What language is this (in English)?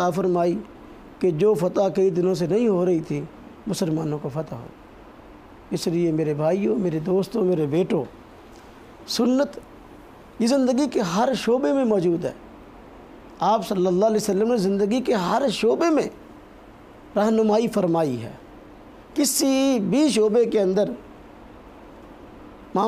Urdu